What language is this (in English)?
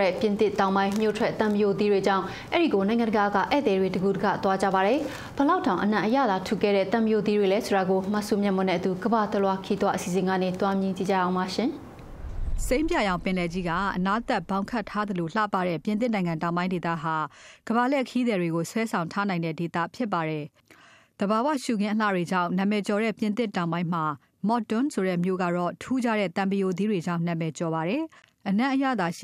Burmese